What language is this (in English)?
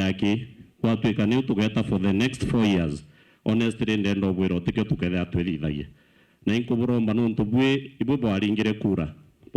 Meru